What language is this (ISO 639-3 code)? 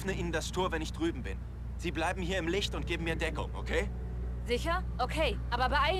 bar